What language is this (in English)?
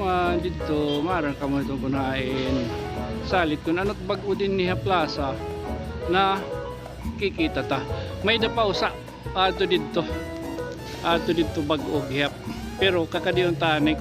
Waray